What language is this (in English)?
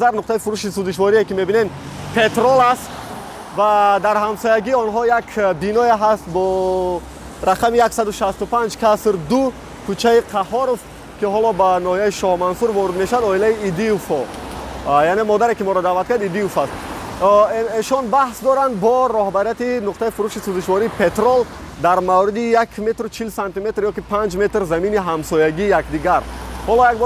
Tajik